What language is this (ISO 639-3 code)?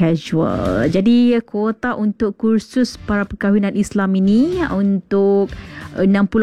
msa